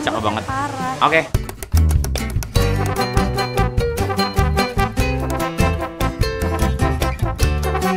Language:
Indonesian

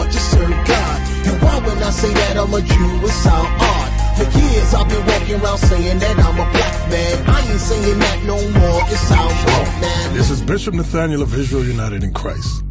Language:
Sranan Tongo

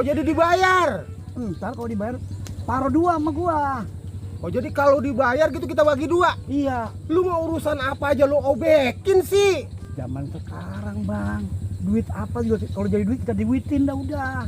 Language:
Betawi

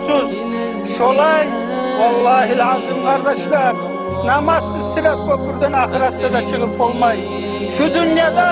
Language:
Kumyk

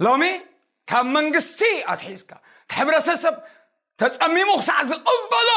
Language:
Tigrinya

